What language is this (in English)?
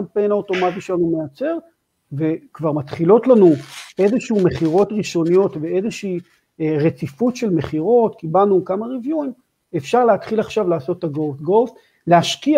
Hebrew